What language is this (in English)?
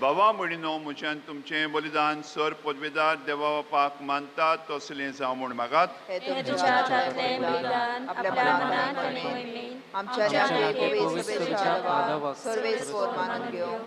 Konkani